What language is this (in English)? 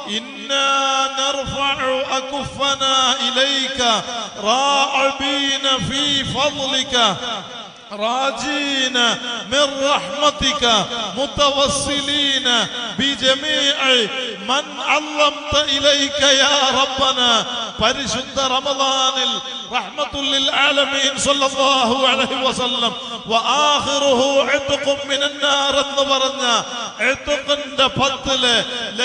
Malayalam